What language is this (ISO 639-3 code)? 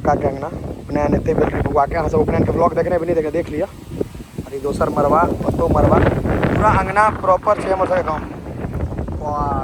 mai